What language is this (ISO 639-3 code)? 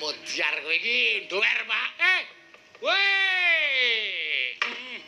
jav